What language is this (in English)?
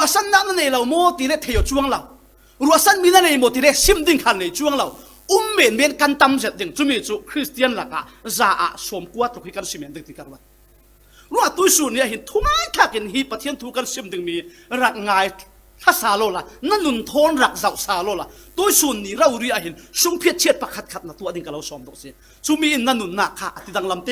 Falam Chin